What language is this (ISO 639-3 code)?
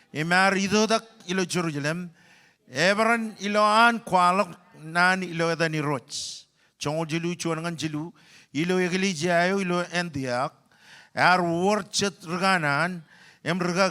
mah